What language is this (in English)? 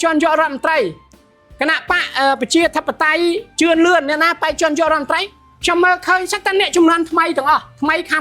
Khmer